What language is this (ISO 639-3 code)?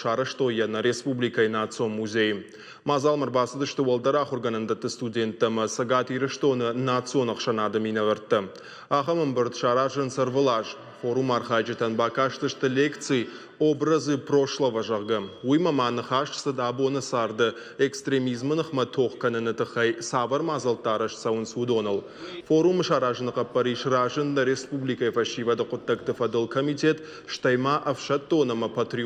oss